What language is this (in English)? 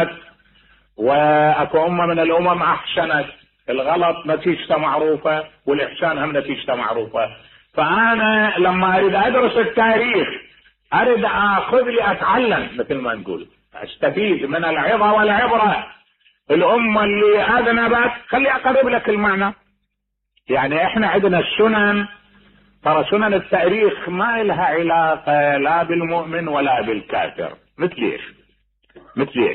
Mesopotamian Arabic